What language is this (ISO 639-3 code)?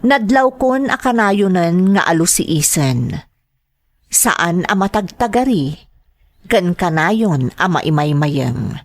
ilo